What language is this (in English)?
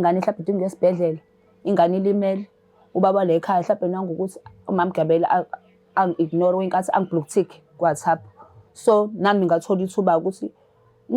Zulu